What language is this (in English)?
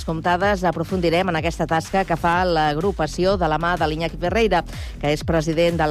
Catalan